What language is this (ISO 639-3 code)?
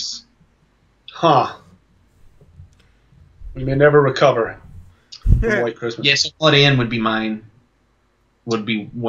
eng